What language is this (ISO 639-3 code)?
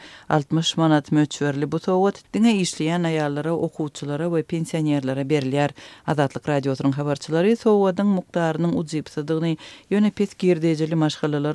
tuk